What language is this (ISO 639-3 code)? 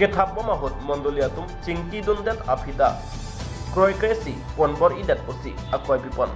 mjw